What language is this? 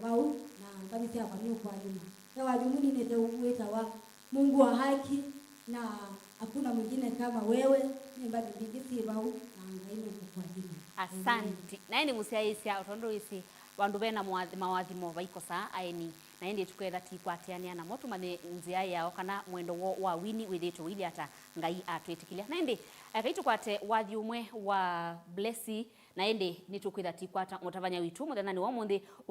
Kamba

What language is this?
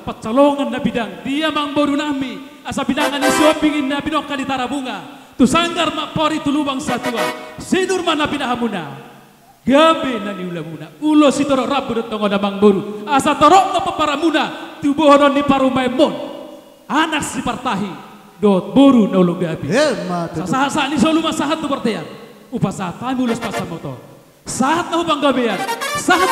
Batak Toba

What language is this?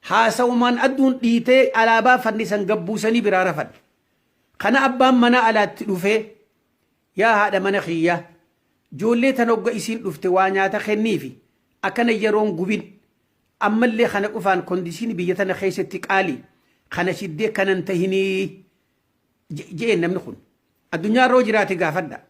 Oromo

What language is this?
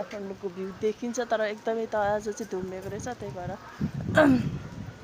Nepali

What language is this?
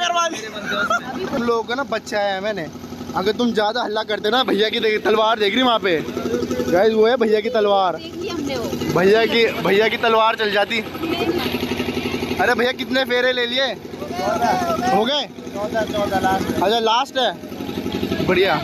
Hindi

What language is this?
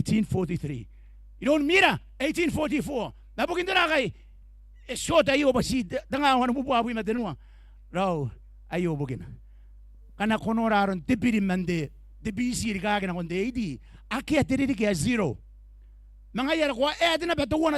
Gilbertese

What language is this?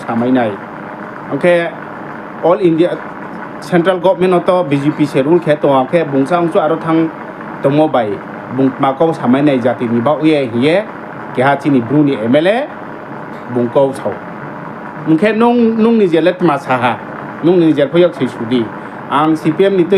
Riang (India)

